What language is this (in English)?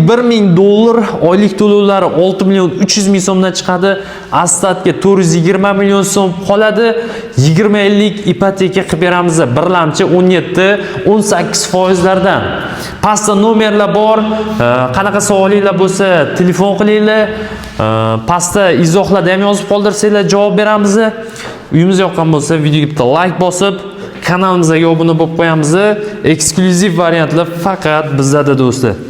Uzbek